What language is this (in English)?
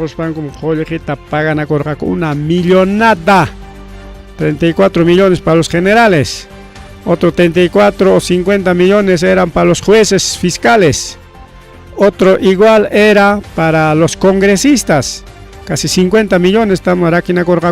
Ayacucho Quechua